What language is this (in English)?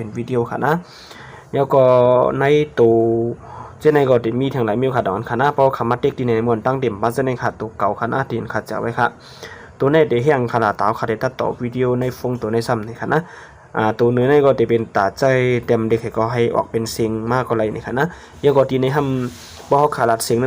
Shan